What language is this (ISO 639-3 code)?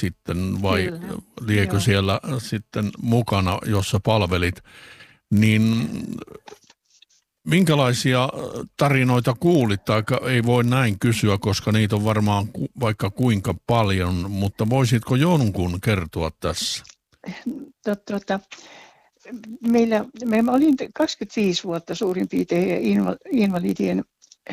fin